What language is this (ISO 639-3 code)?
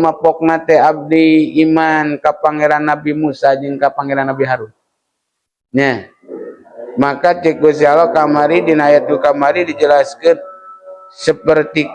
sun